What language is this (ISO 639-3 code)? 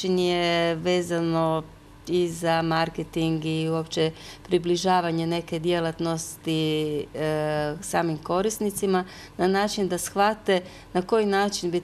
hrv